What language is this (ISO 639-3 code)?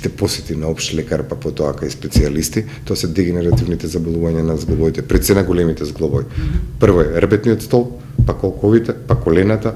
mkd